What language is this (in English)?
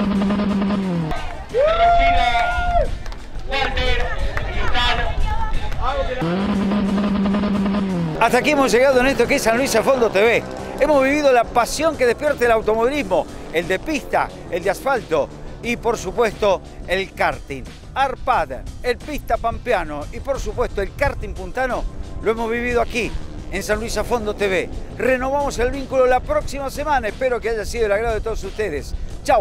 Spanish